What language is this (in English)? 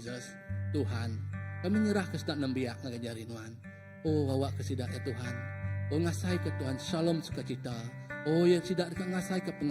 Iban